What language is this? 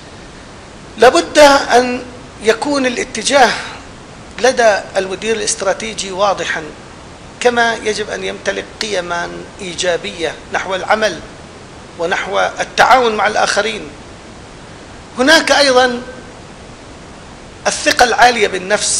Arabic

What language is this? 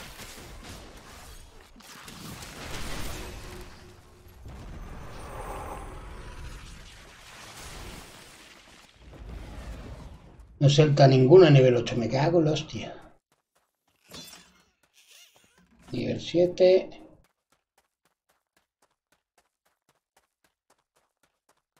Spanish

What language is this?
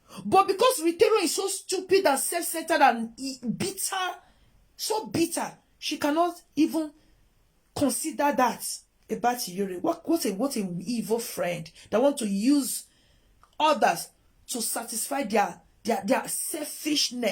Nigerian Pidgin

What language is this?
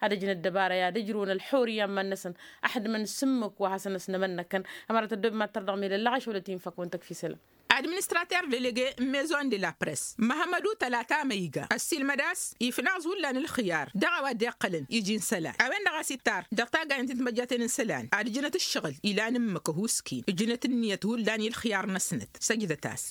Tamasheq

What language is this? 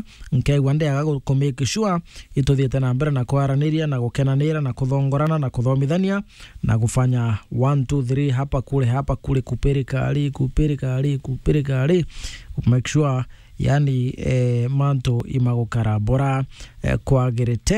Meru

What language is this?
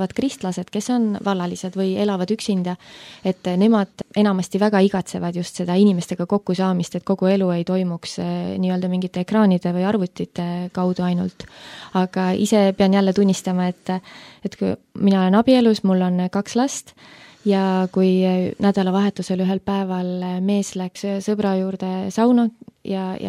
Estonian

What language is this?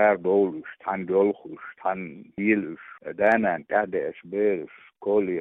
Chechen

